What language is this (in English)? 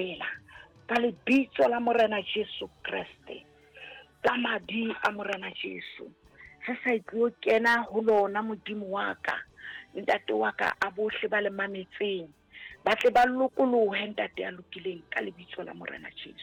Southern Sotho